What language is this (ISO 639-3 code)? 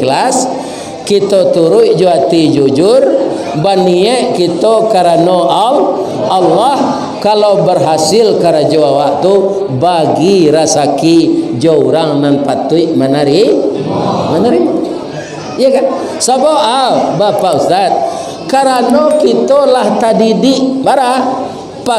min